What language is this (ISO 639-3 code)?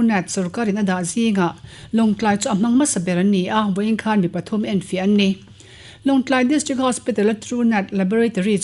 lus